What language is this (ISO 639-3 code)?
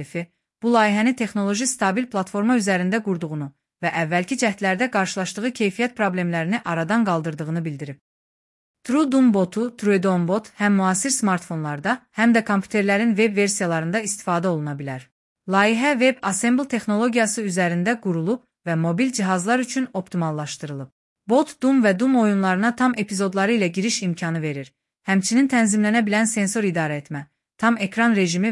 aze